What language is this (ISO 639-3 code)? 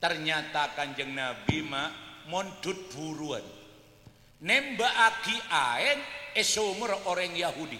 mad